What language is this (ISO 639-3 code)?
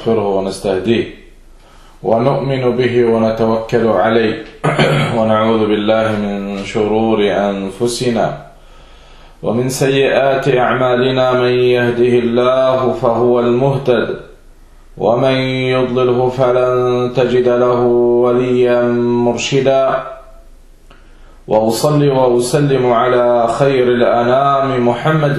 dan